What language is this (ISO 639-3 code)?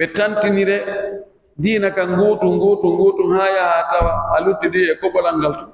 fuf